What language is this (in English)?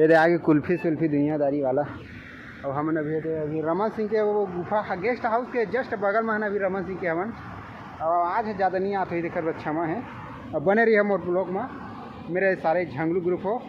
Chhattisgarhi